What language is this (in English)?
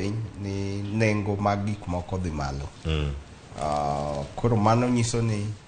Luo (Kenya and Tanzania)